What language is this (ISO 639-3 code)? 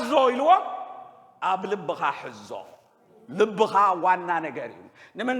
tir